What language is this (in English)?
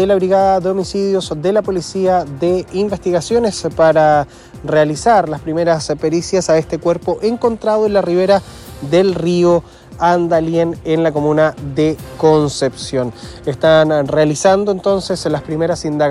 Spanish